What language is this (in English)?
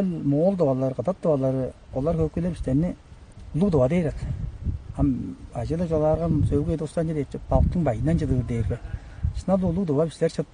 Tuvinian